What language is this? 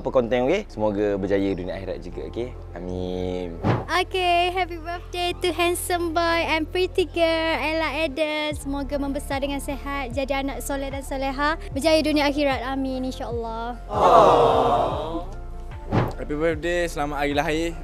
Malay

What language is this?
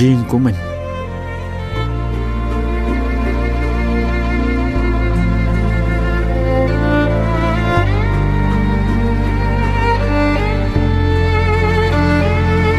Vietnamese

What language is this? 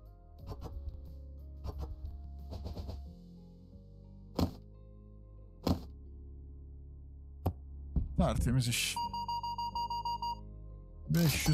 Turkish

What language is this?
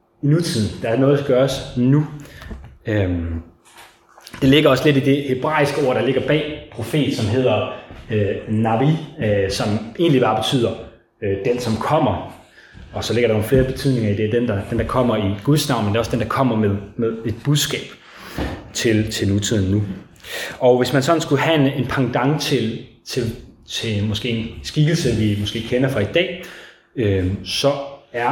Danish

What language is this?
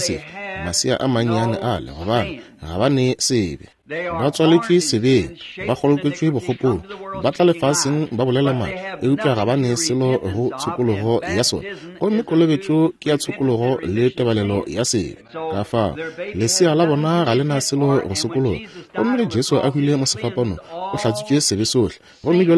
Northern Sotho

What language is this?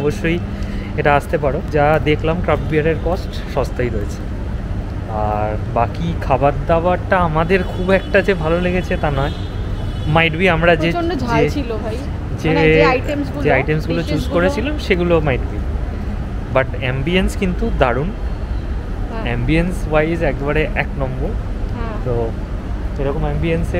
Bangla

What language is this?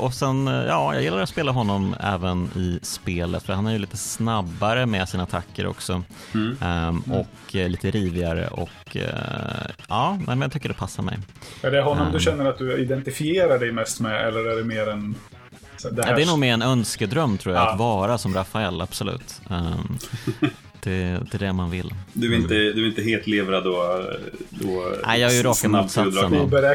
Swedish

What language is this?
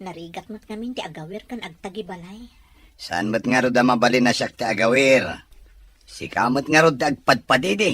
Iloko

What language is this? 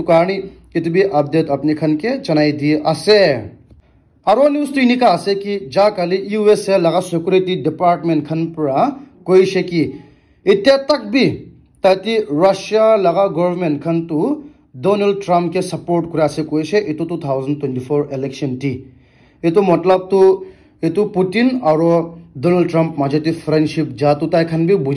Naga Pidgin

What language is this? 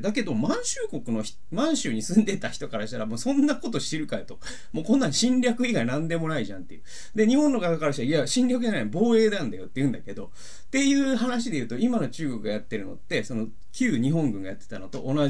Japanese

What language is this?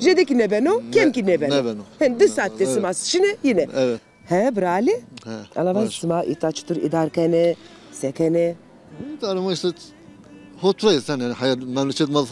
Zaza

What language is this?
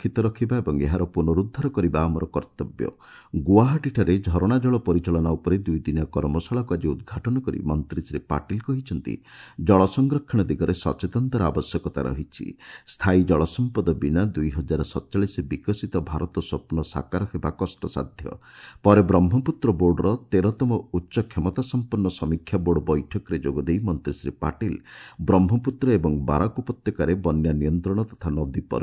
Odia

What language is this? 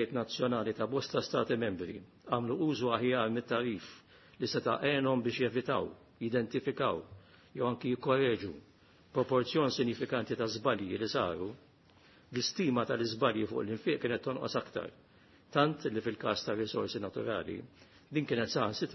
Maltese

